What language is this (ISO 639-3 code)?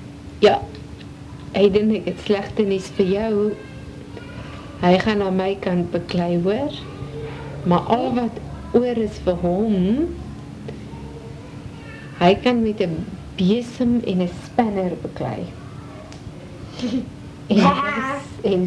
afr